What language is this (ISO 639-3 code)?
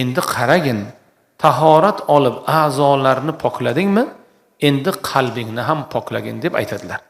uzb